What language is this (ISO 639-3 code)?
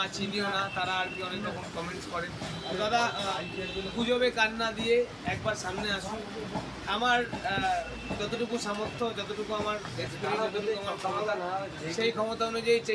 ben